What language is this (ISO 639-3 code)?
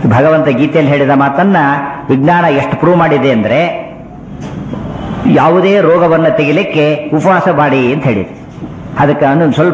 kan